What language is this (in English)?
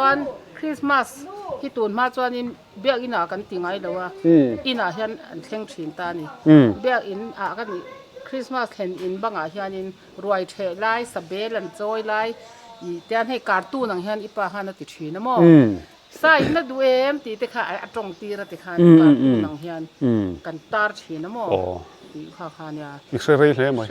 Mizo